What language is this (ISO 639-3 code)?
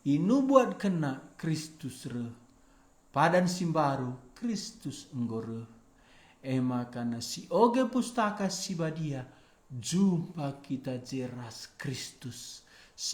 btx